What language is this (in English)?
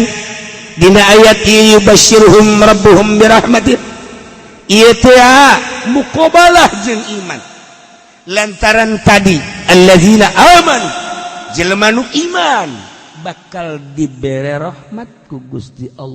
Sundanese